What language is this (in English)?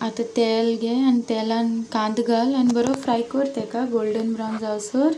Konkani